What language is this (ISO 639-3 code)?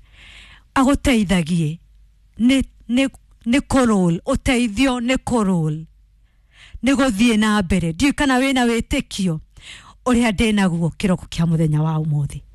kik